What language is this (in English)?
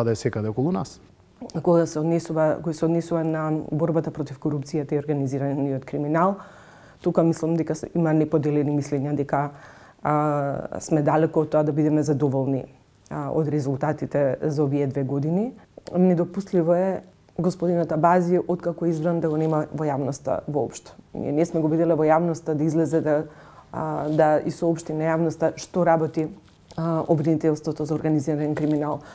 Macedonian